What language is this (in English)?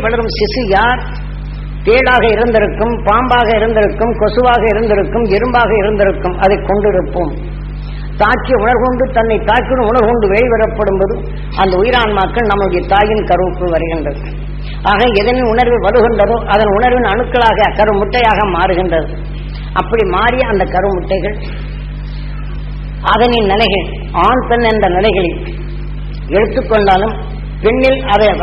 Tamil